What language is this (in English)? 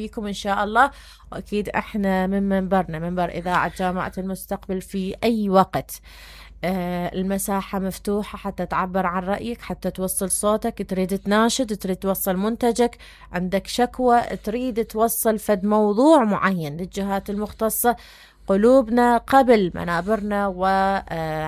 Mesopotamian Arabic